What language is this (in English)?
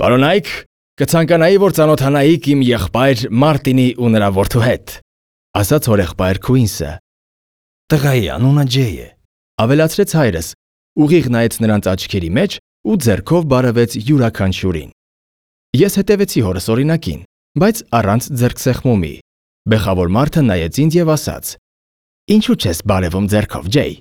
Armenian